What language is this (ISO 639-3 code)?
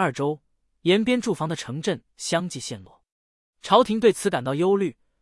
zho